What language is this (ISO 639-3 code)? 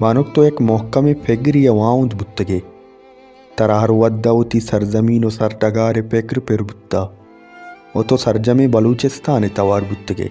bal